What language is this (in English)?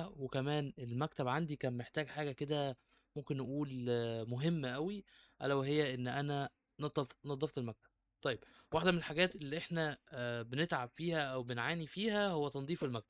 Egyptian Arabic